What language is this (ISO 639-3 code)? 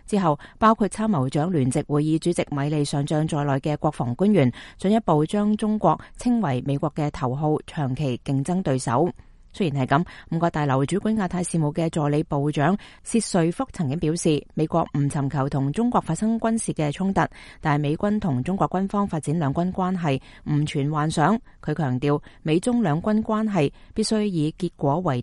yue